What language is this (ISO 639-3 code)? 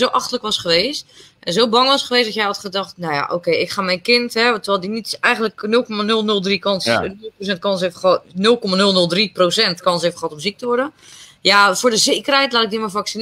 nld